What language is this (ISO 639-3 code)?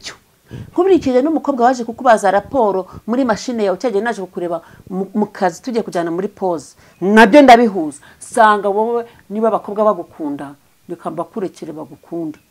kin